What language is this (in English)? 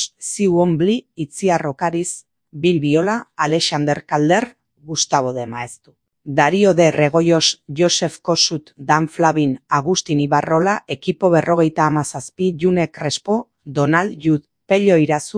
Basque